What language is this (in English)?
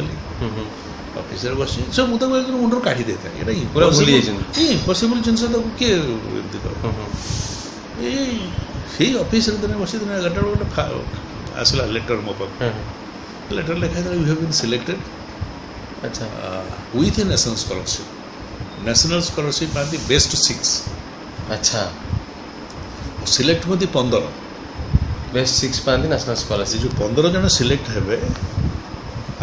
Odia